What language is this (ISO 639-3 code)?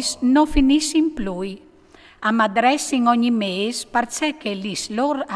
fur